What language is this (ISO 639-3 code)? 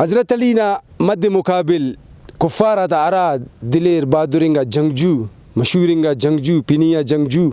brh